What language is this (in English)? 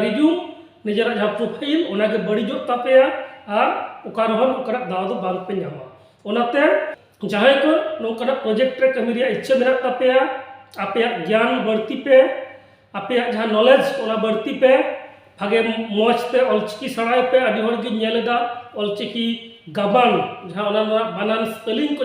Santali